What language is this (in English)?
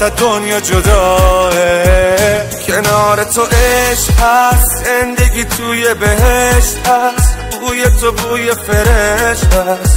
Persian